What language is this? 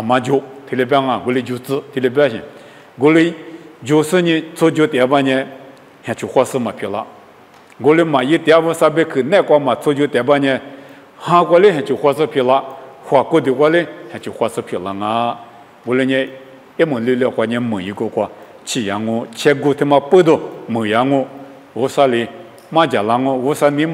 Lisu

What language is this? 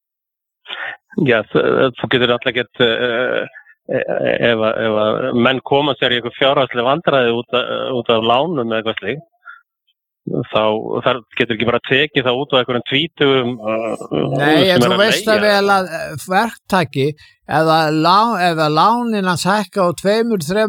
Icelandic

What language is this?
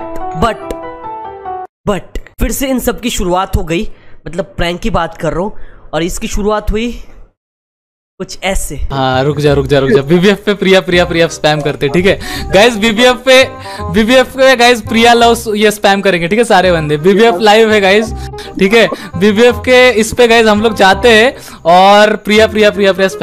Hindi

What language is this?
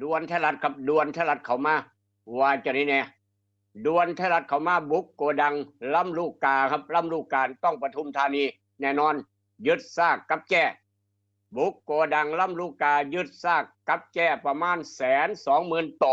Northeastern Thai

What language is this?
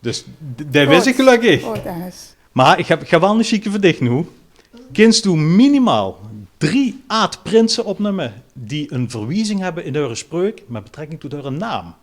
Limburgish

